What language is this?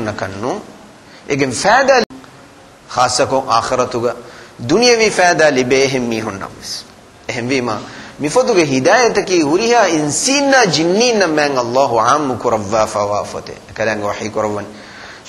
Divehi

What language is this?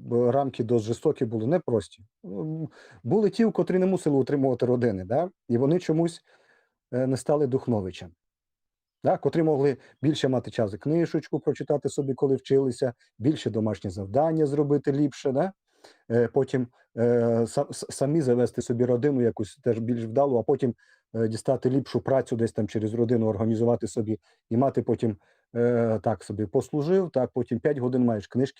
Rusyn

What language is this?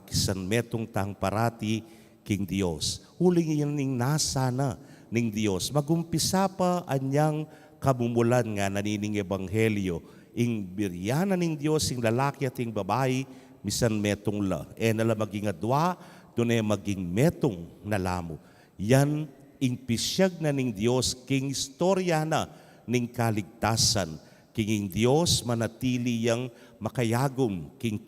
Pampanga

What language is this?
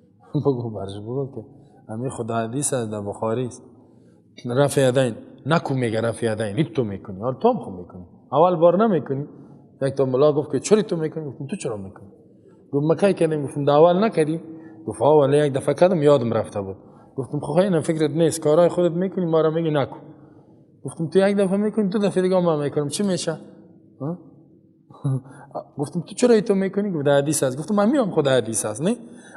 Persian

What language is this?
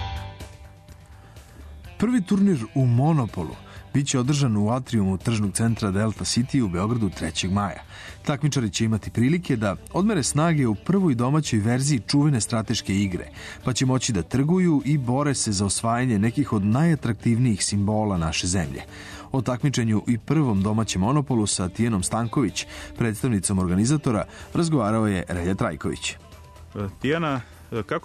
Serbian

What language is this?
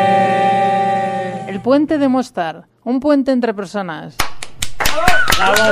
Spanish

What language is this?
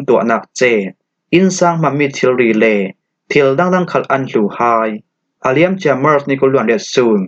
Falam Chin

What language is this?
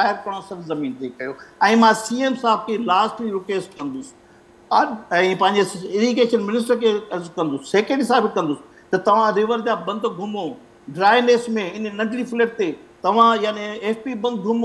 Sindhi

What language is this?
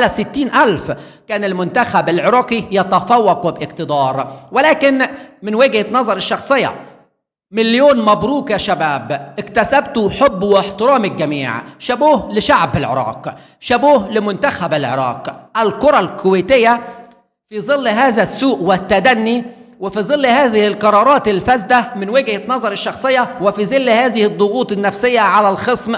Egyptian Arabic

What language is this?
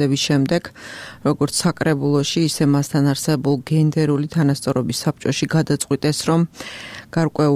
Georgian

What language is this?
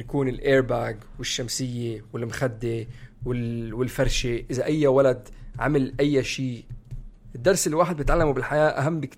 North Levantine Arabic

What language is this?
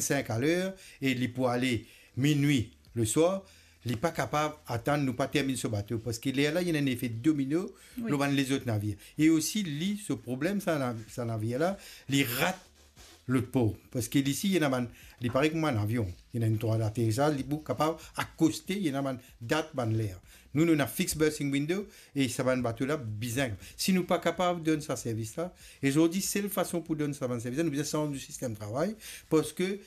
Morisyen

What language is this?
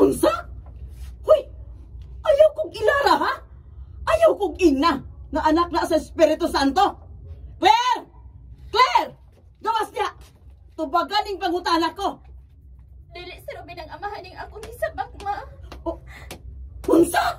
Cebuano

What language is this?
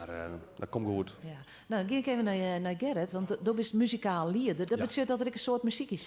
Western Frisian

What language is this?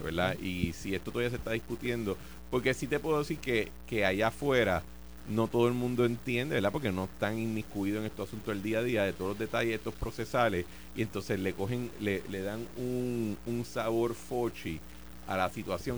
Spanish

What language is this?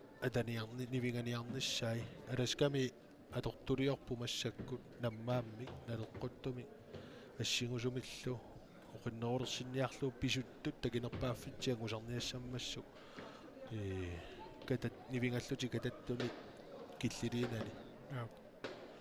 Kalaallisut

